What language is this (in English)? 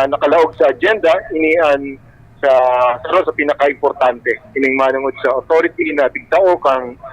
Bikol